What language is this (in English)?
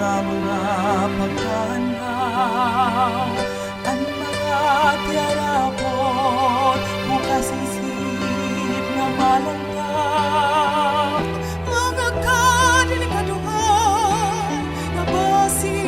Waray